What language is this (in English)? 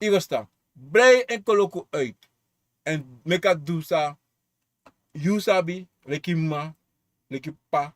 Sranan Tongo